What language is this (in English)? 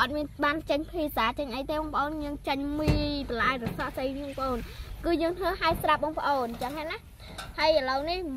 Khmer